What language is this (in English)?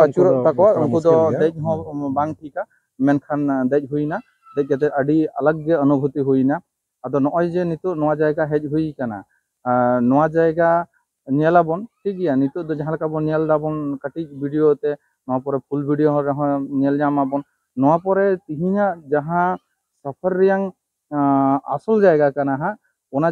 Santali